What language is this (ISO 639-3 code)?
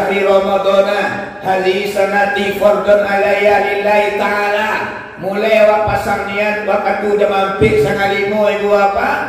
min